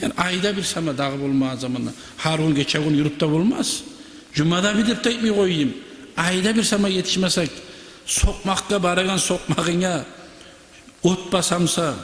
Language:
Kumyk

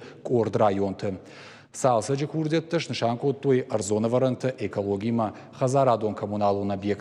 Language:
Ossetic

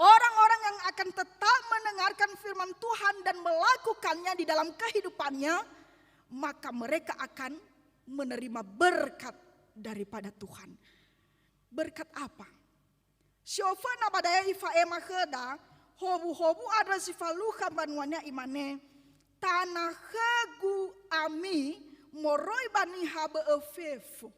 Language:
Nias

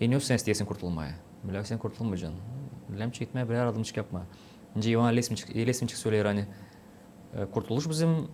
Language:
Gagauz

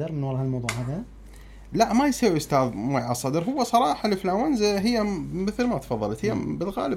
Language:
Mesopotamian Arabic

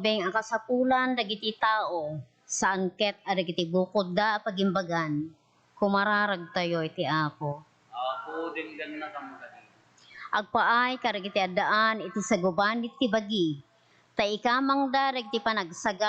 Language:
Iloko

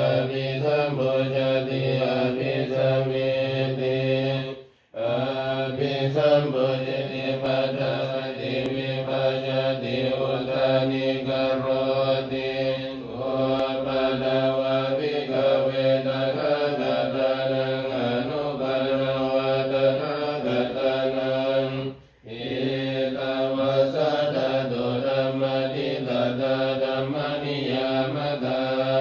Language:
Pali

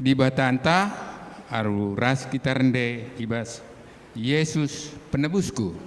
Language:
Batak Karo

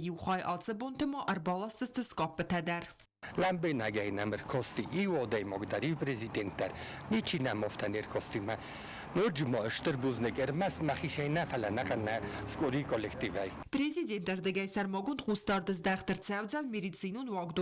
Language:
Ossetic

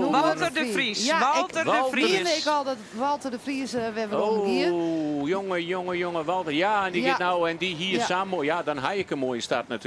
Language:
Western Frisian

